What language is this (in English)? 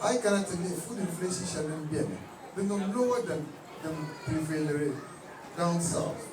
Dagbani